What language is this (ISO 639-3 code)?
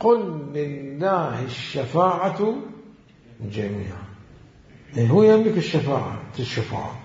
acm